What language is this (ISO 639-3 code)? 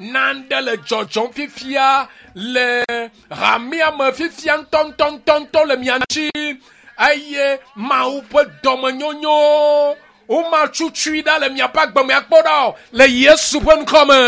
ewe